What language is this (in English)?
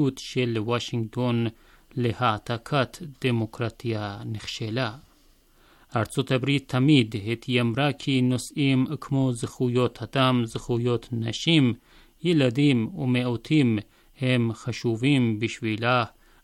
Hebrew